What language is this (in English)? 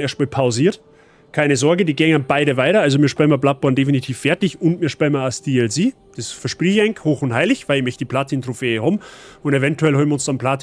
Bavarian